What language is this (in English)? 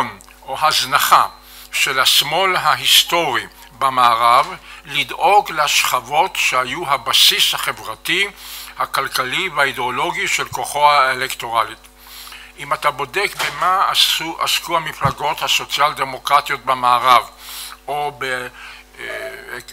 Hebrew